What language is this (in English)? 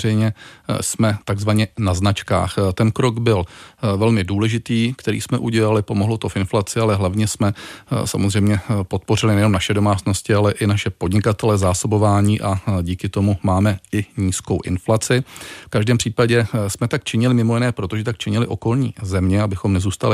Czech